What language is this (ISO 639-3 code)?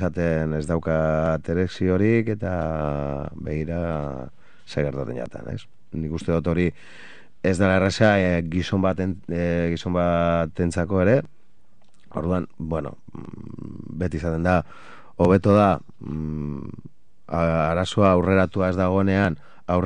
eus